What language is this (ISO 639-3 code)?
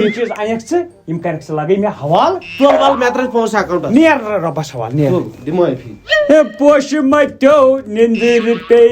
kas